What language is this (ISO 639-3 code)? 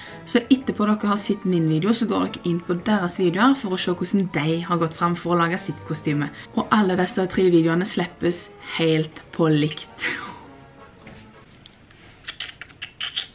nor